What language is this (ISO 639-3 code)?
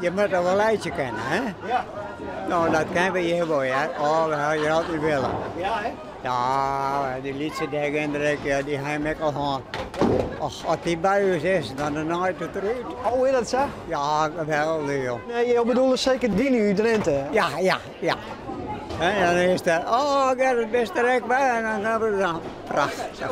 fry